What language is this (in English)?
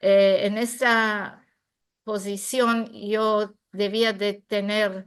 Ladino